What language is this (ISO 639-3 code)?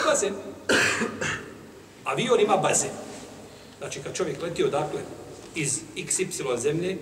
bos